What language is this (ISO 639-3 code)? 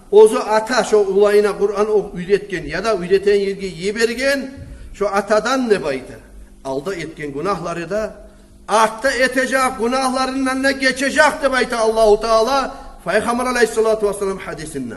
kum